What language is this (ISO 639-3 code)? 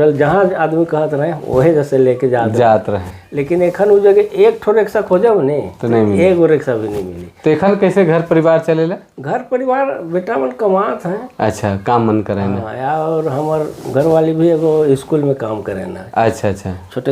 sck